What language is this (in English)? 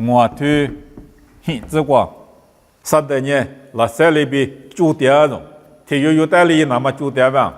Lisu